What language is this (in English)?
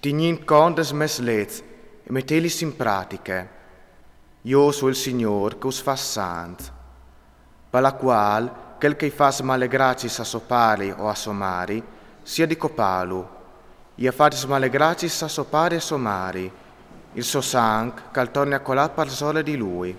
Friulian